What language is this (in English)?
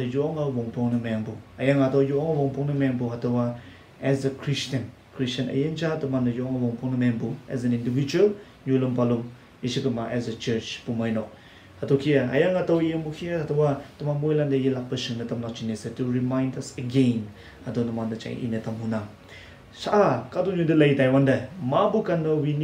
Konyak Naga